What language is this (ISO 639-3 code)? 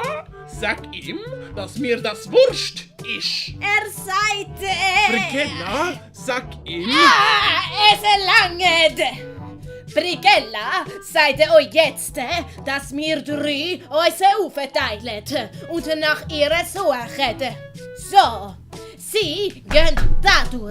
gsw